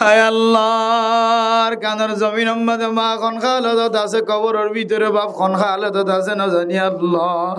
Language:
Rohingya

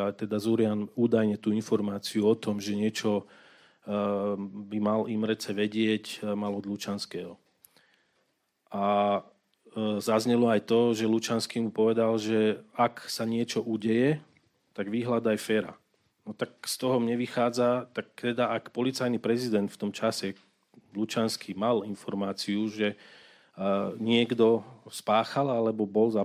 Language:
Slovak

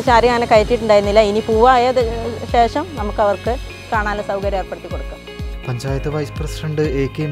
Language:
Malayalam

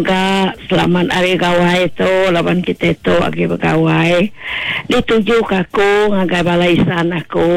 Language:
Iban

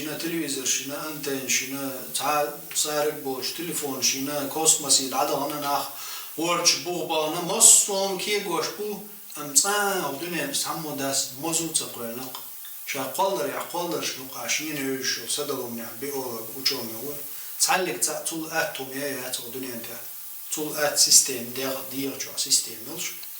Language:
Chechen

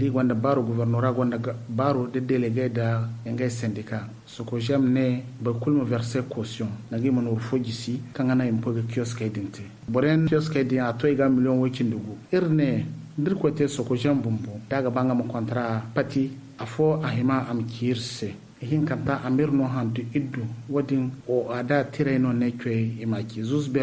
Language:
Zarma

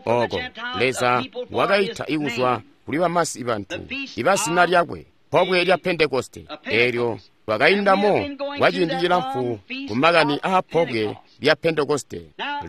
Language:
Tonga (Zambia)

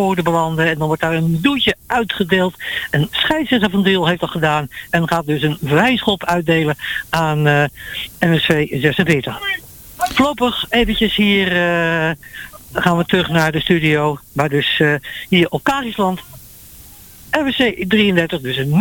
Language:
Dutch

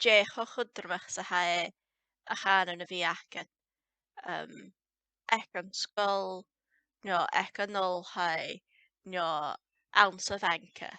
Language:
Scottish Gaelic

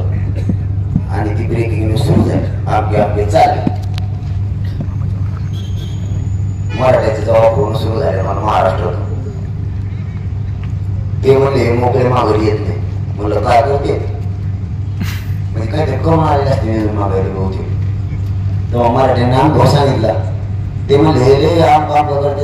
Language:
Marathi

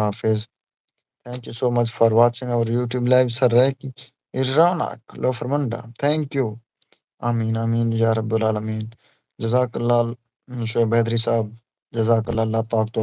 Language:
Saraiki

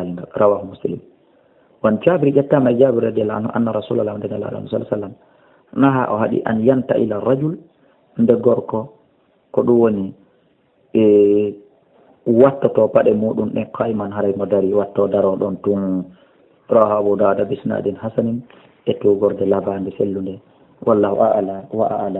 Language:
Fula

